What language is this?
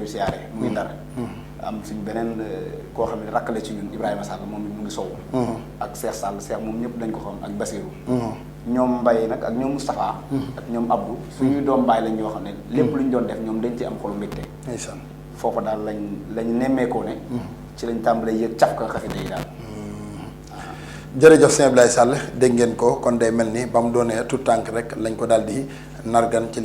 Wolof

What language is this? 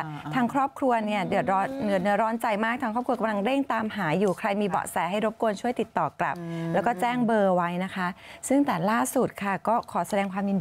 Thai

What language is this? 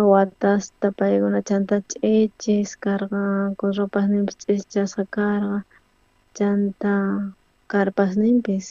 South Bolivian Quechua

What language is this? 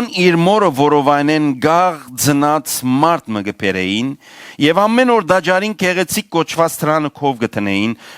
Western Armenian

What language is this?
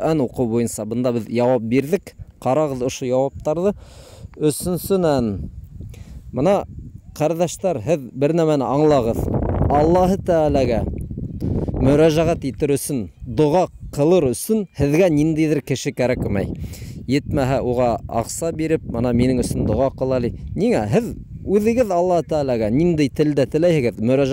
Bashkir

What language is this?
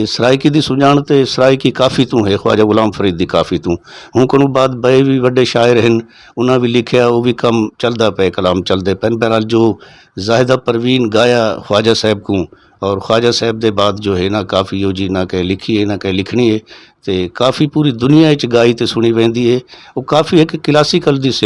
Saraiki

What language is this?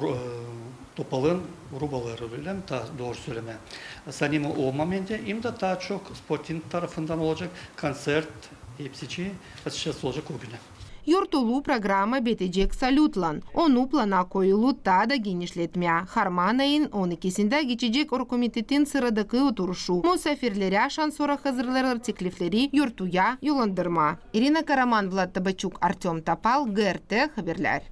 Gagauz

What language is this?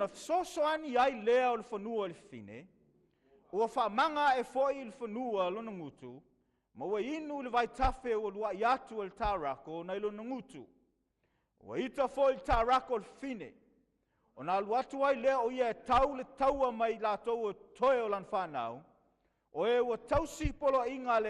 Samoan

